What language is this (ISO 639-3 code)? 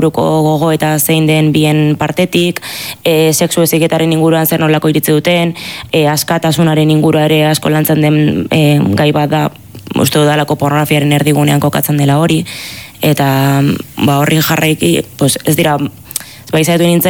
eus